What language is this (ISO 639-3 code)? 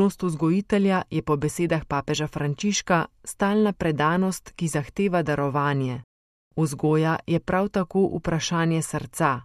slv